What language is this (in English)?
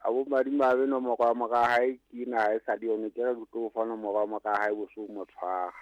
Southern Sotho